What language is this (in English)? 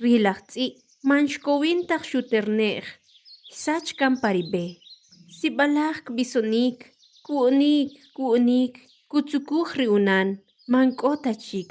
Kʼicheʼ